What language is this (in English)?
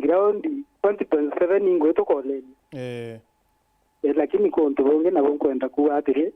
Meru